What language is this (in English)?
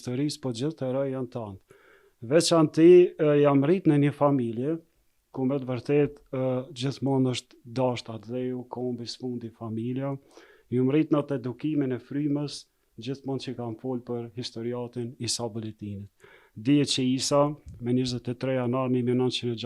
Albanian